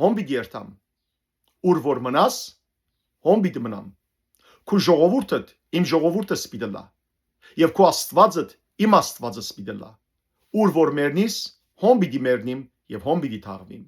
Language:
Western Armenian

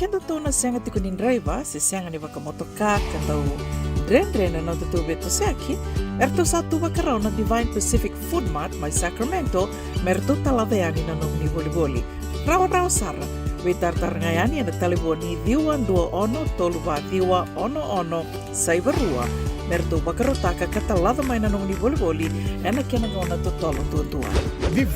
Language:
Fijian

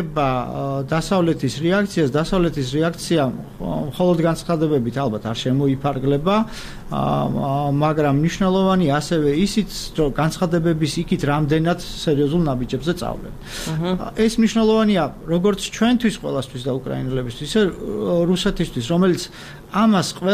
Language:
Georgian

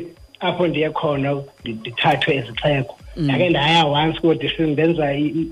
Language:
Xhosa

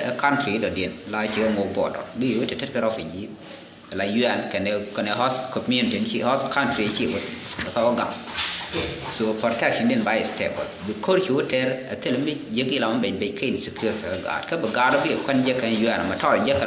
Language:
Nuer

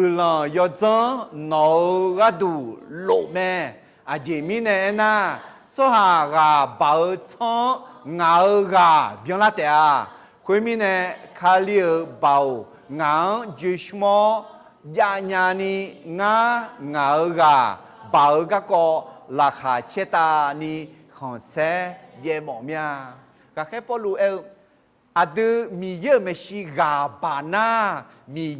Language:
Akha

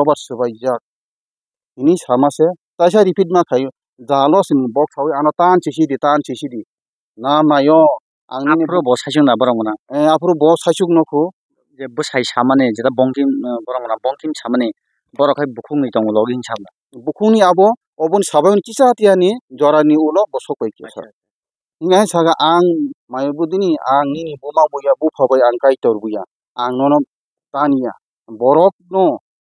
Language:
Kok Borok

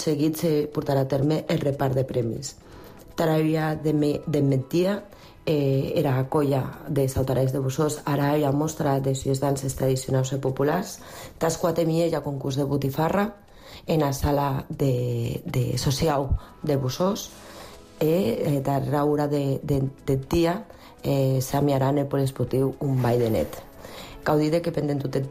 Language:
Catalan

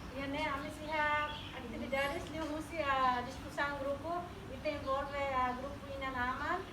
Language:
Tetum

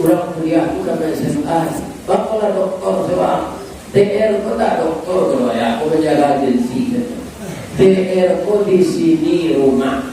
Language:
Minangkabau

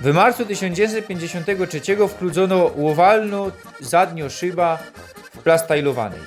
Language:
Silesian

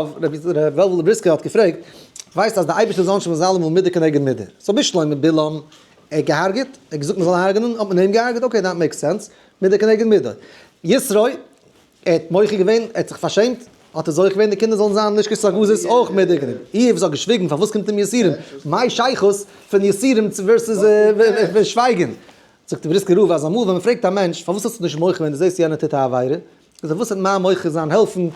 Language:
Yiddish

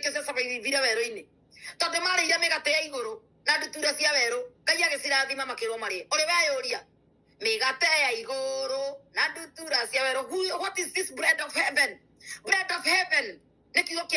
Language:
Kikuyu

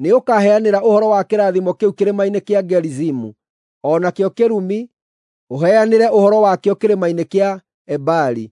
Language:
Kikuyu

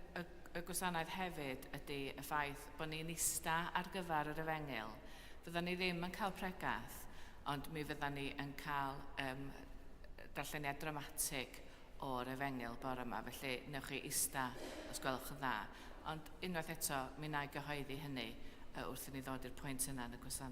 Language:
Welsh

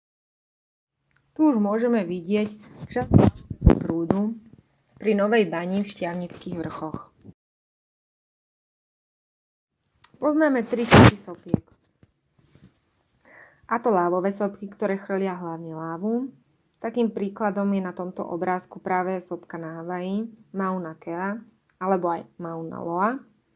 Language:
Slovak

